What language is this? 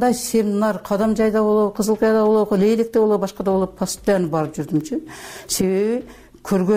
Kyrgyz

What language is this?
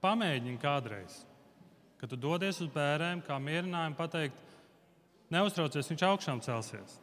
Latvian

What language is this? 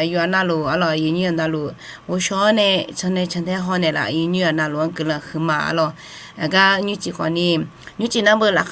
Akha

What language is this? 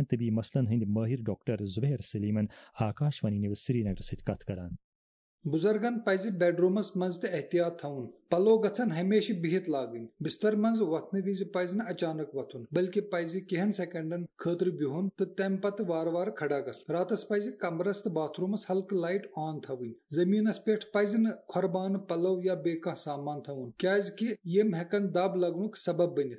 Kashmiri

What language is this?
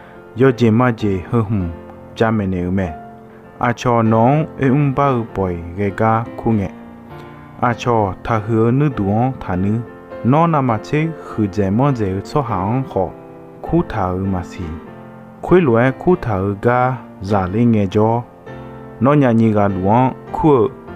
Akha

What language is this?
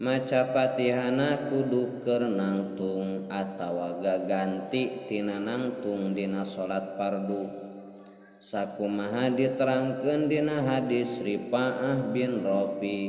Sundanese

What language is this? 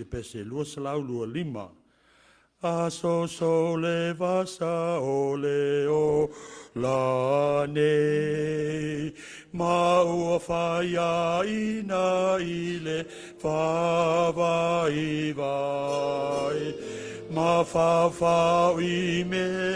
Samoan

